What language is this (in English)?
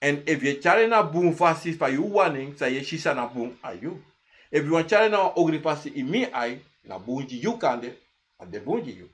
Sranan Tongo